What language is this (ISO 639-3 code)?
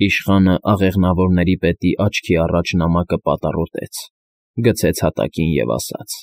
hye